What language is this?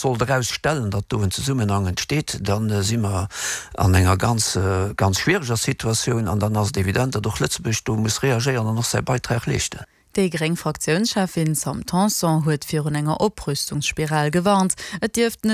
Luxembourgish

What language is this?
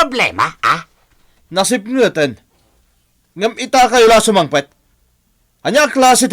Iloko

